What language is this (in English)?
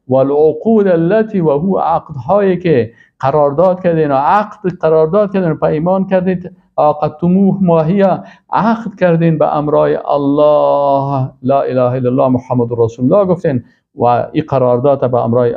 Persian